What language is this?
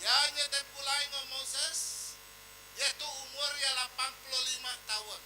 Iban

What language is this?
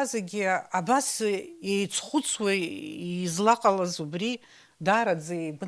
Abkhazian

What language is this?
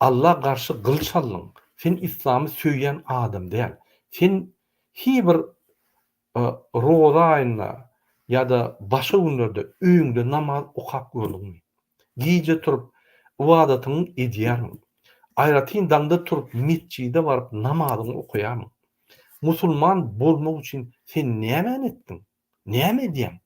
Turkmen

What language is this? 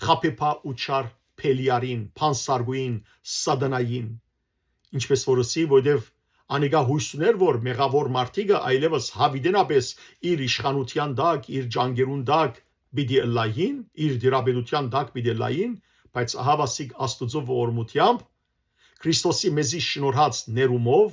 Western Armenian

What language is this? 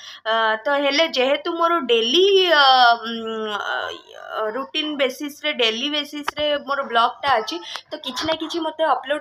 Odia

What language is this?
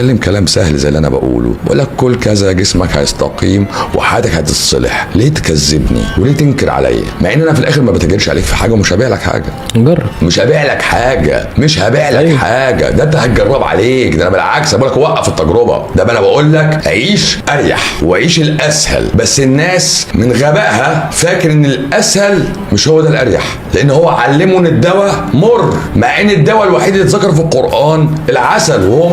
Egyptian Arabic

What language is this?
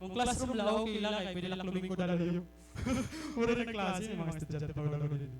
Waray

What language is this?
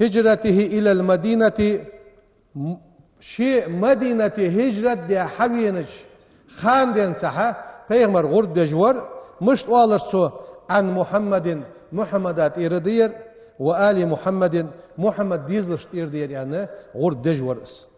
Ingush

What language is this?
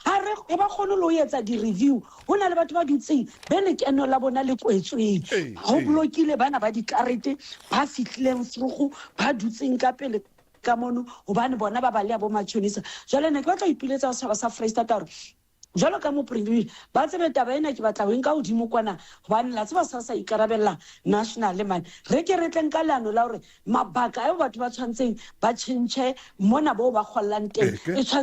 Southern Sotho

